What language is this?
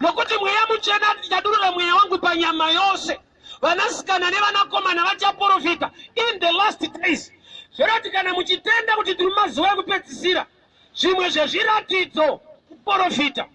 Shona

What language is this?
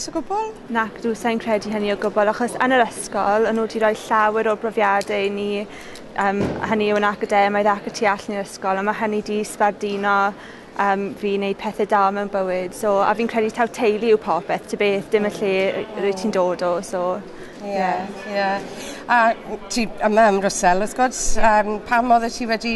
Welsh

